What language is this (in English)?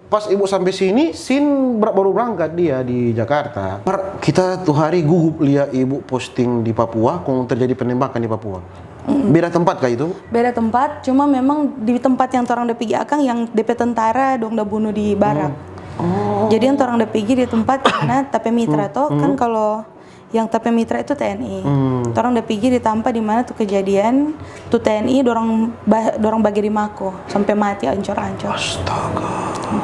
Manado Malay